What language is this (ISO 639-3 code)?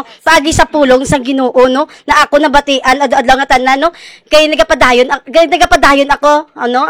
hil